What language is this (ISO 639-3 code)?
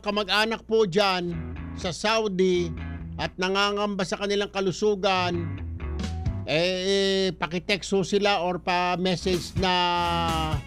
fil